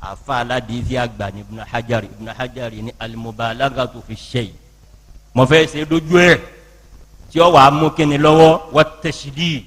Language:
Yoruba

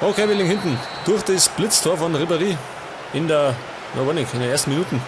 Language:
Bavarian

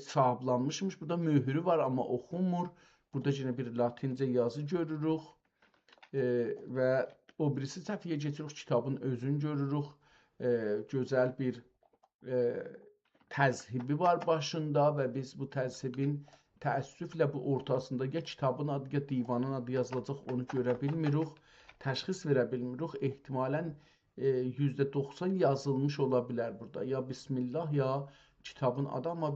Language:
South Azerbaijani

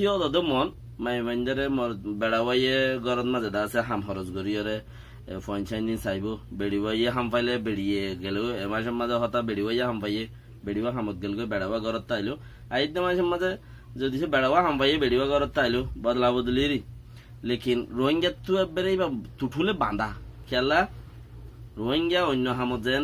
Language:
Rohingya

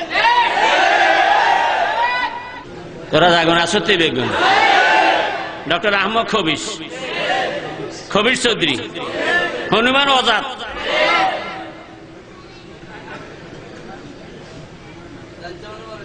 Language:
Bangla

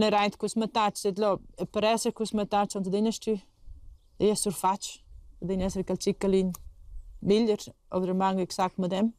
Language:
Romansh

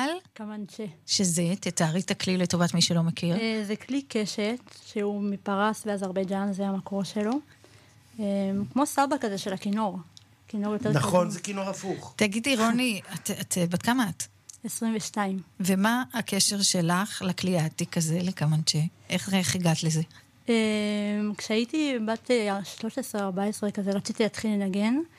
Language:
Hebrew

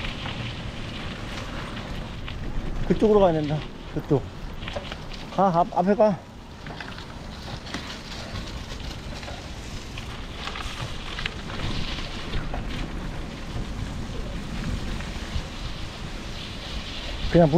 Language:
Korean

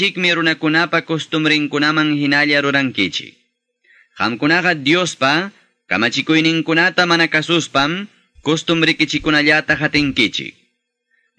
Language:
Quechua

